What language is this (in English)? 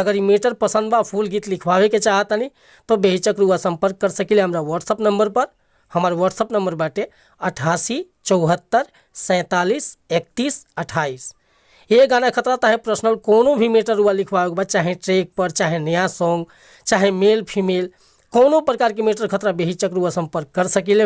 Bhojpuri